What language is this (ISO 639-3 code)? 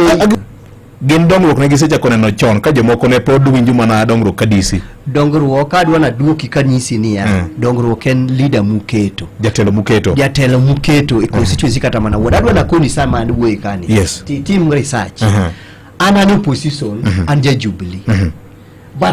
luo